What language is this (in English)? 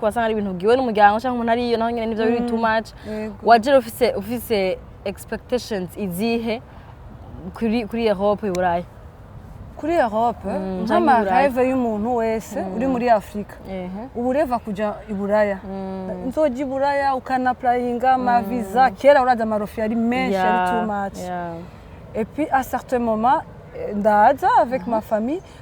Rundi